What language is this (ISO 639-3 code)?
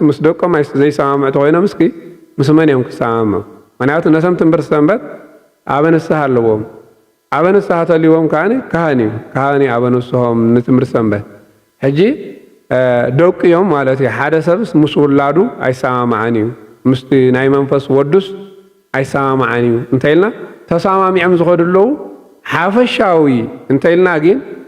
tir